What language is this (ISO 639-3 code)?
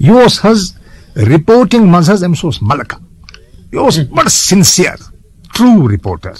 kas